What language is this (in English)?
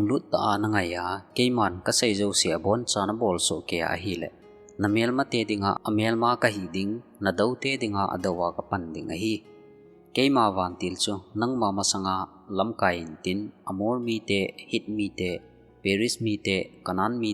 Thado Chin